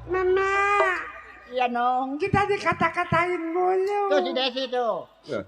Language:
Betawi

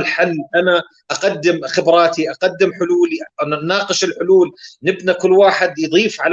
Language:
North Levantine Arabic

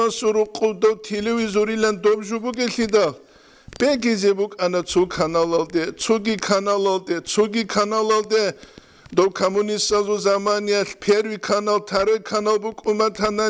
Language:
Avaric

